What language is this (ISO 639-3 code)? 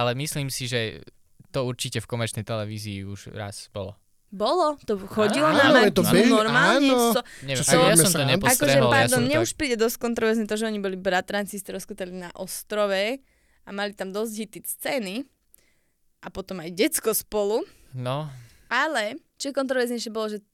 slk